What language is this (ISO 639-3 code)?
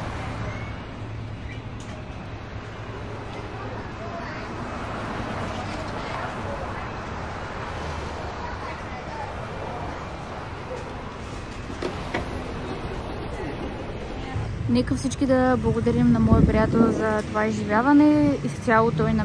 bul